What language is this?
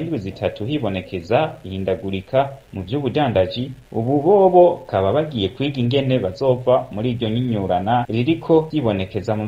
Rundi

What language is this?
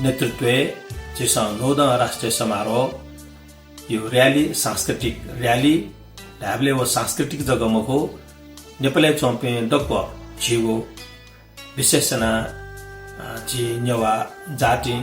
Newari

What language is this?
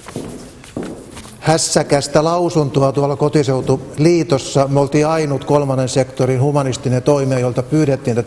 Finnish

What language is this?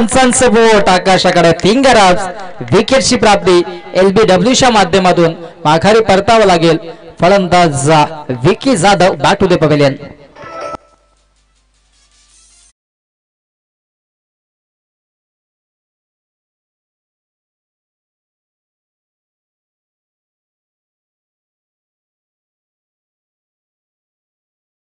Marathi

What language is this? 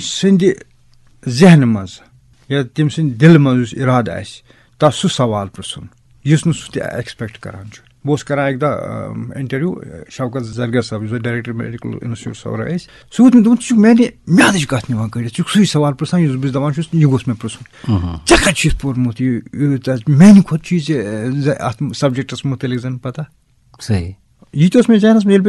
Kashmiri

